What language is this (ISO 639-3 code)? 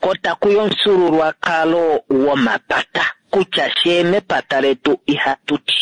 kua